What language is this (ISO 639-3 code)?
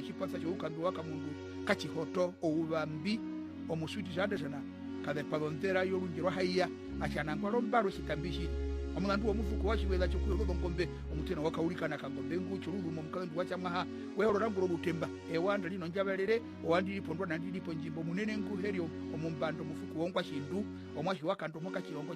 her